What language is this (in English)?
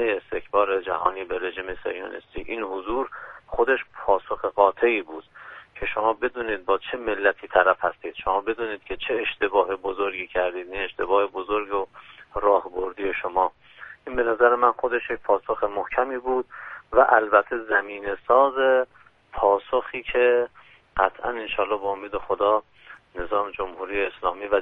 Persian